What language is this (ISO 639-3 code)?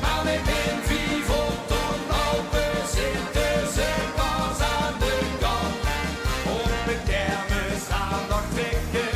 lim